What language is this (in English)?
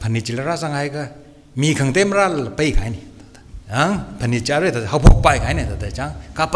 Tangkhul Naga (India)